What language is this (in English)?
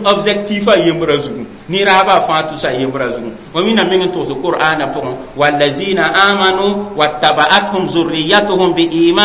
Mossi